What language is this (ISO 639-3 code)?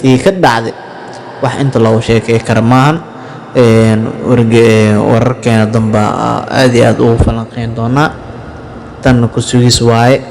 som